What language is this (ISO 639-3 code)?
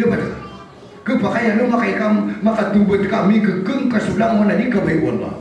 mrw